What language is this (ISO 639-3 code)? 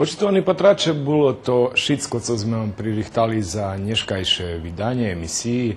rue